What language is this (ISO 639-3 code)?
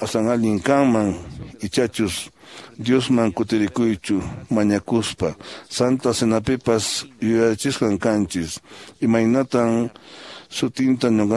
que